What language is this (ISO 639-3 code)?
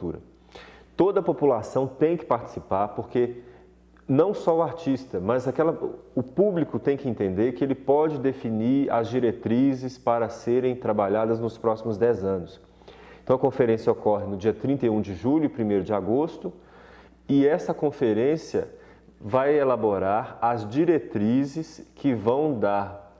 por